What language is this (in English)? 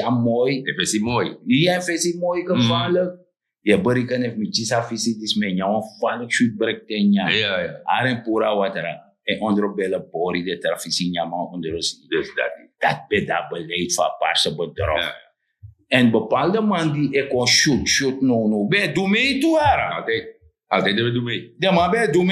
Sranan Tongo